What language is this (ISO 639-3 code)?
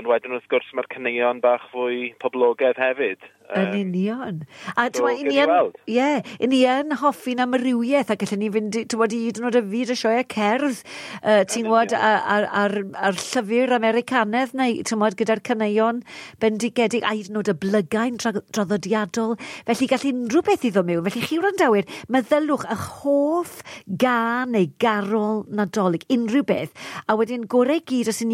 cym